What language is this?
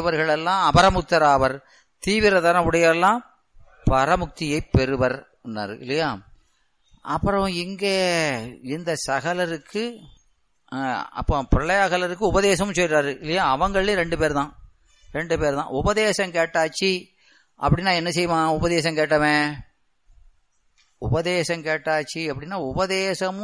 Tamil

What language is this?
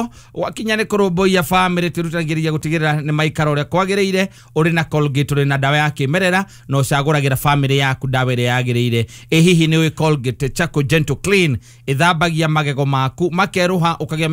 Kikuyu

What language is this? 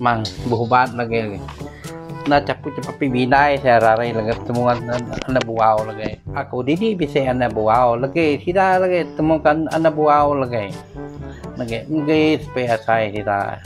Iban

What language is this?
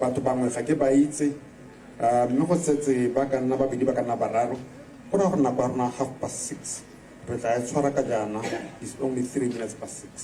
Tswana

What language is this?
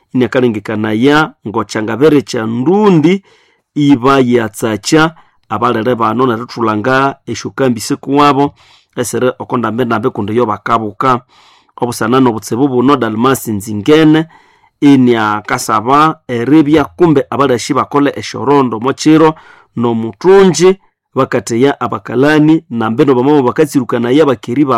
Nande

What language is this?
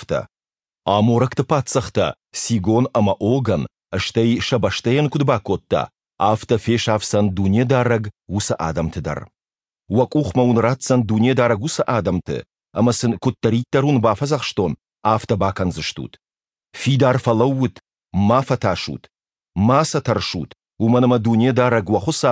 Ossetic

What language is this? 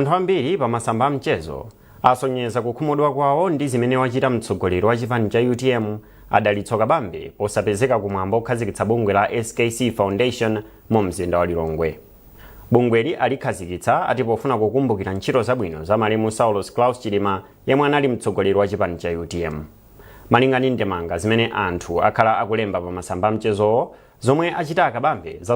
Nyanja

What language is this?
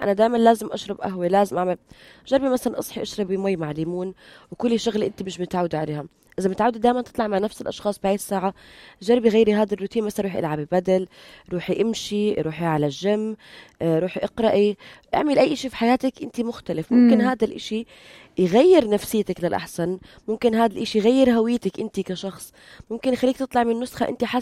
North Levantine Arabic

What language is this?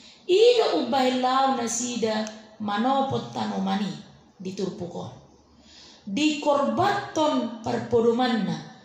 Batak Toba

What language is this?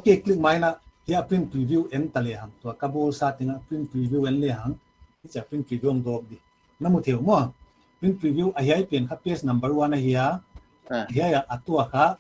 Paite Chin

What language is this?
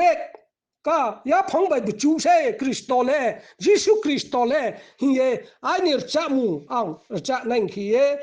Riang (India)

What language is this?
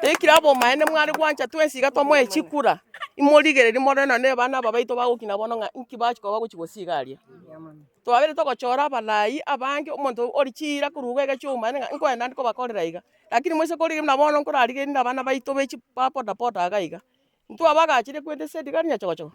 Gusii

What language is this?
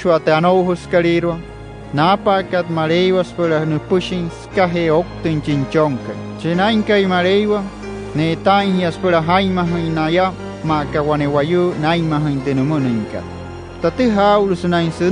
Wayuu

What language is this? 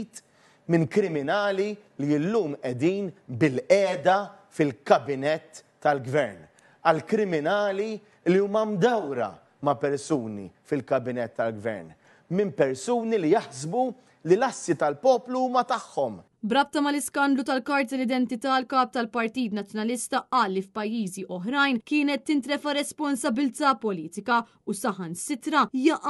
Maltese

